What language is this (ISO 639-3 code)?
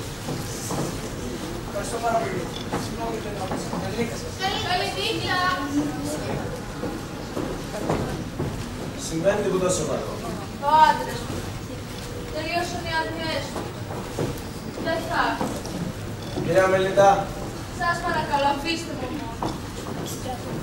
ell